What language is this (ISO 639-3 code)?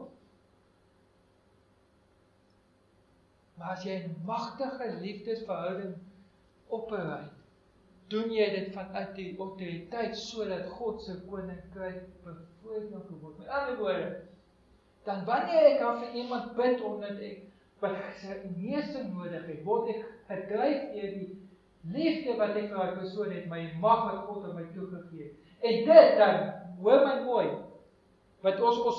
afr